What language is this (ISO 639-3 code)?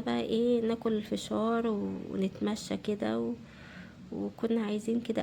arz